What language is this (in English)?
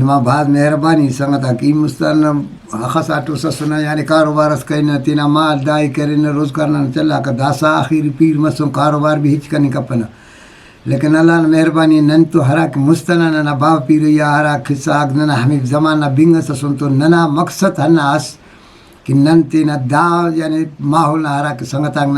Brahui